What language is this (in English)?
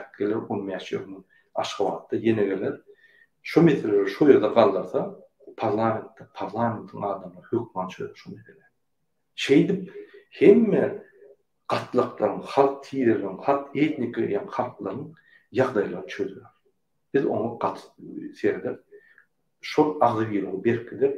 Turkmen